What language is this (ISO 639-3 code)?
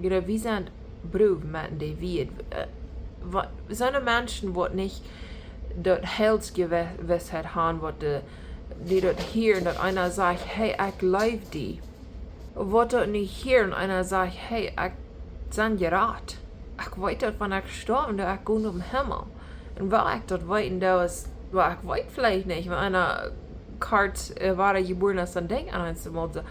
pdt